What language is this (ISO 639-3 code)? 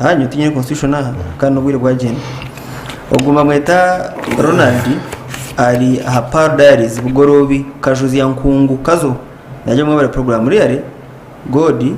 nyn